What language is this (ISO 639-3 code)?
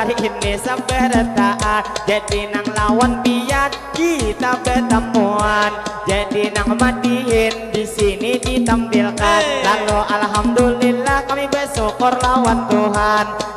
bjn